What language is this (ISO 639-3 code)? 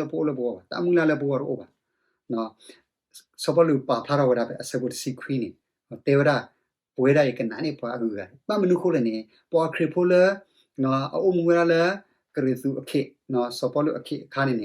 ksw